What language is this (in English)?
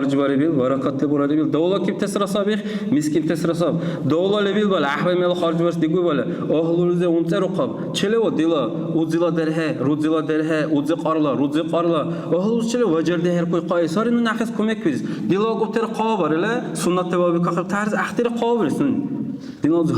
Dargwa